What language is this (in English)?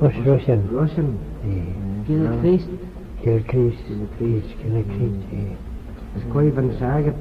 Manx